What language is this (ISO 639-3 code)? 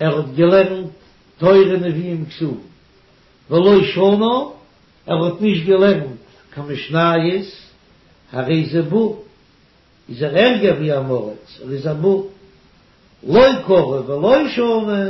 yid